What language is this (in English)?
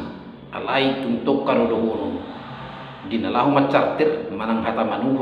Batak Toba